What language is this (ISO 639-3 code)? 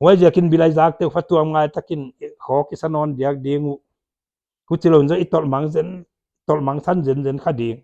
pck